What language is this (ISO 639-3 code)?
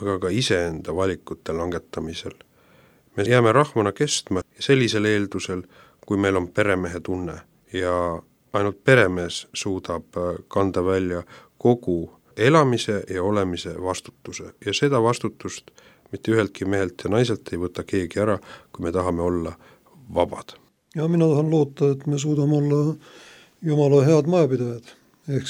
est